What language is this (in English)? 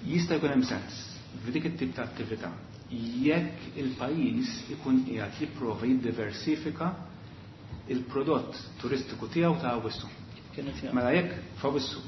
Maltese